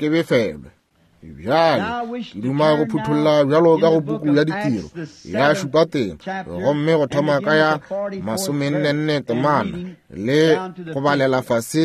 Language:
Northern Sotho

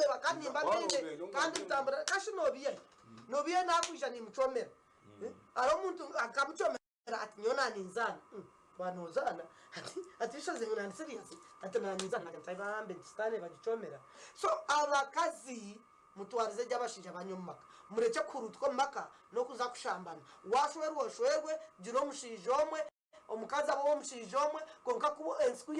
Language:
Nyankole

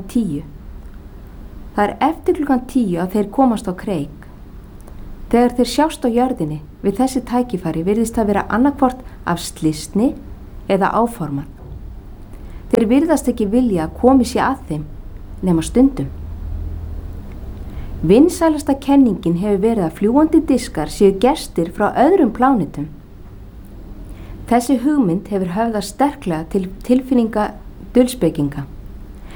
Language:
Icelandic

